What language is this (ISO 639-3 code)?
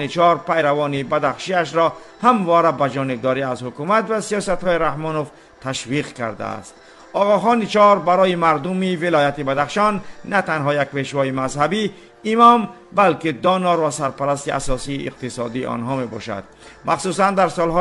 fas